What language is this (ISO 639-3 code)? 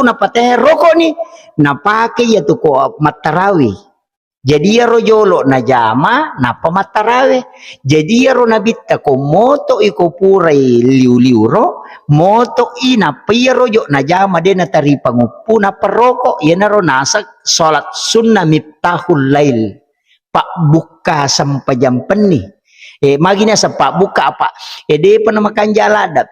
bug